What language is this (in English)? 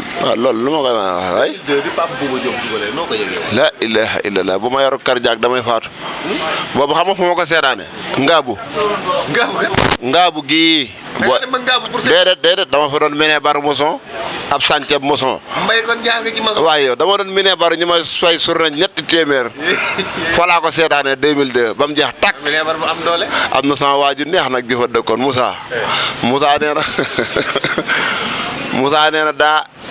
Wolof